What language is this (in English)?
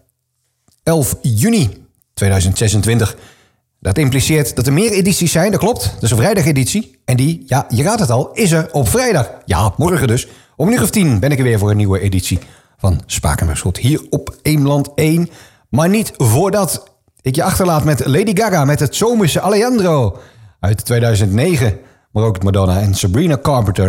Dutch